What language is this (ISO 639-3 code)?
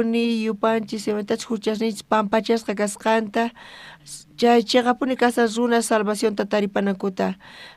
quh